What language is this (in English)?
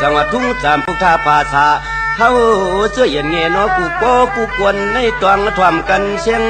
Shan